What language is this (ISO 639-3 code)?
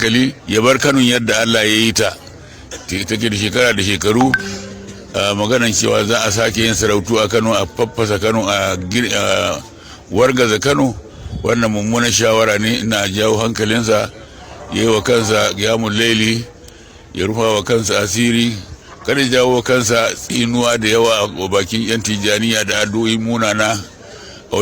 hau